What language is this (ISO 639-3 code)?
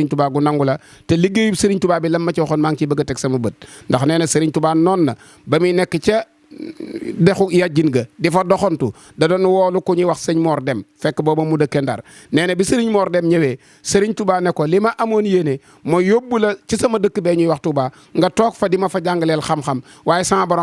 wol